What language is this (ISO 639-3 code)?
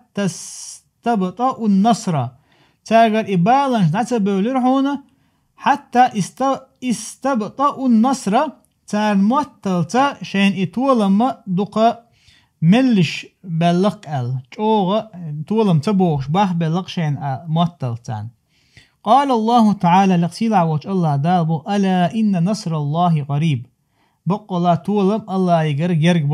che